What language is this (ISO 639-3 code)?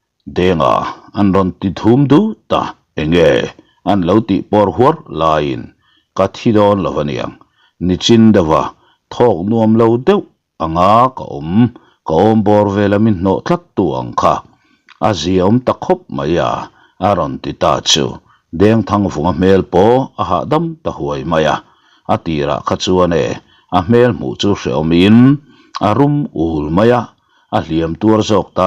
lus